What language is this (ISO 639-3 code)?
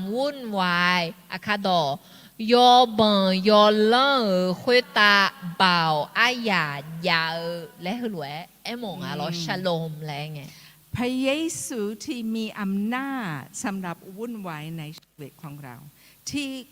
ahk